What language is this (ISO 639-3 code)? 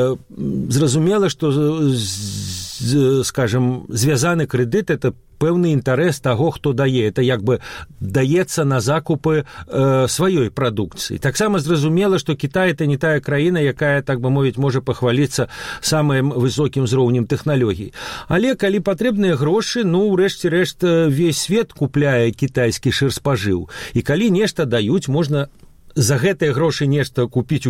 bel